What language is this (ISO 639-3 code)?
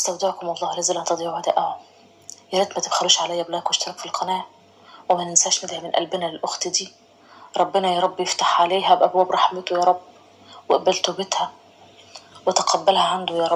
arz